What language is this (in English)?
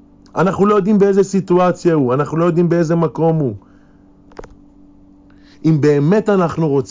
Hebrew